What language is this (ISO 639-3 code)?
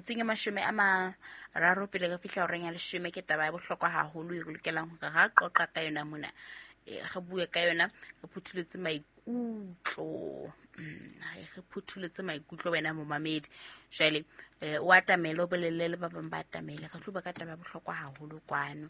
sot